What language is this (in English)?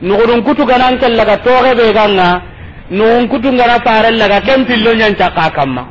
Soninke